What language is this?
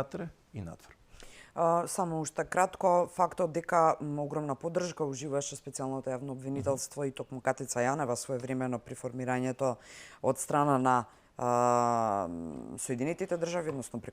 Macedonian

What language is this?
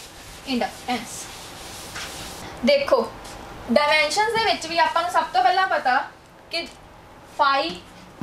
Punjabi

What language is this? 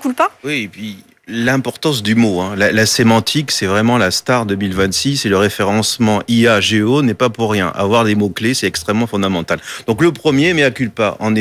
French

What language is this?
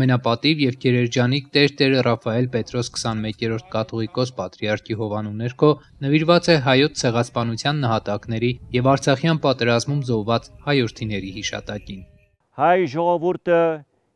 Armenian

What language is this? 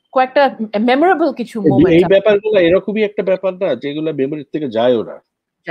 Bangla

